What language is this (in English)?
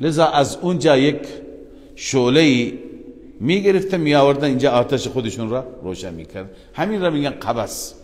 Persian